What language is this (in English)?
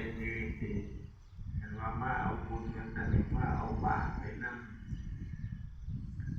Northeastern Thai